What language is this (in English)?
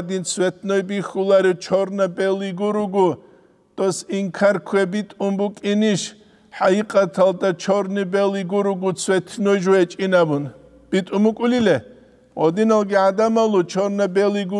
Avaric